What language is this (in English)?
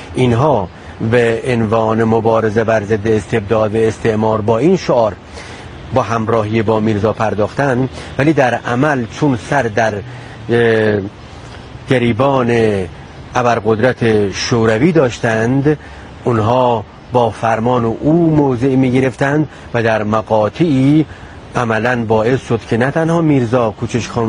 Persian